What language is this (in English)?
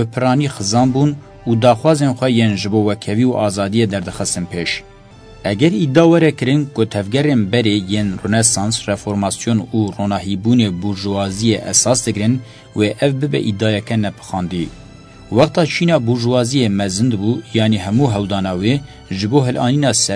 Kurdish